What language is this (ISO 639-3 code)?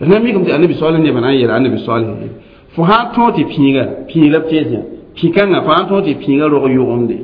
mos